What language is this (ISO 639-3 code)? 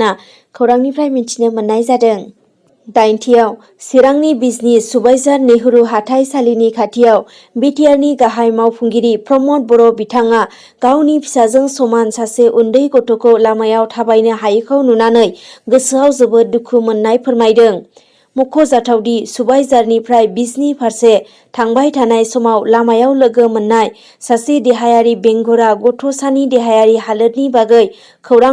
brx